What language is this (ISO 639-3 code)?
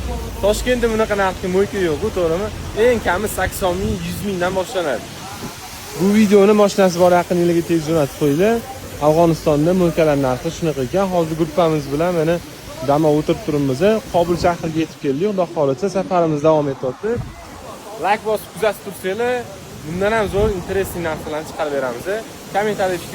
uzb